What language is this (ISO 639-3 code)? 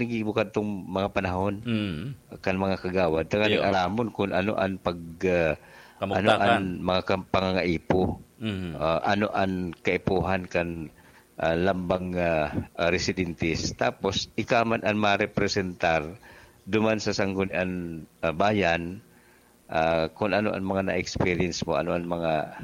bik